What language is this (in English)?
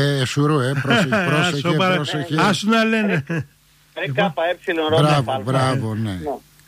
Greek